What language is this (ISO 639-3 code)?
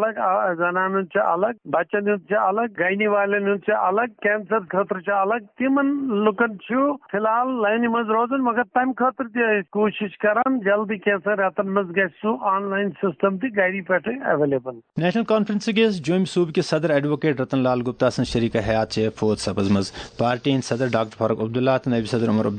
kas